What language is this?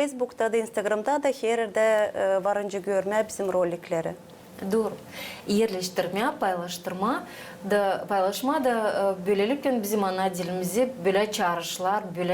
Gagauz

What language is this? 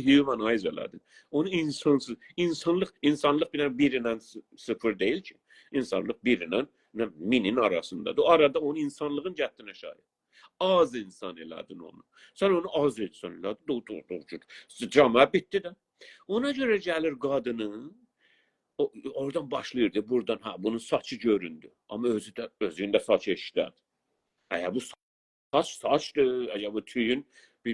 South Azerbaijani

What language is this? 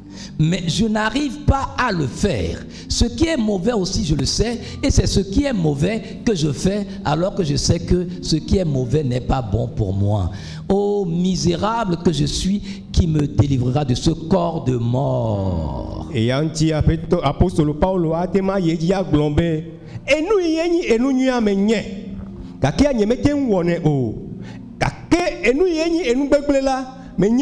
Ewe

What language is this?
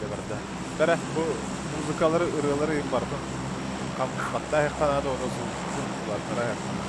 Yakut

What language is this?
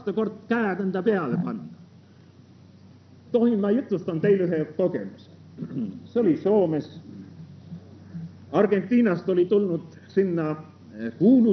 Estonian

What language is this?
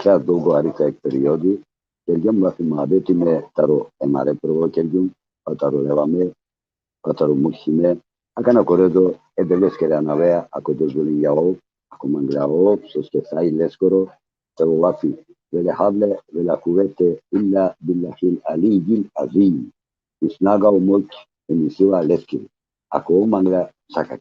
Balkan Romani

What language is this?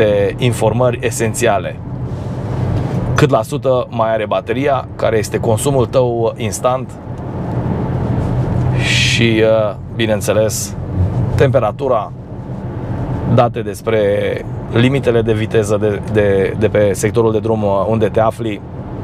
Romanian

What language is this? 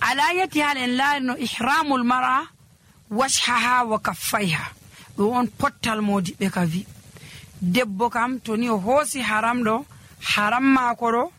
Nigerian Fulfulde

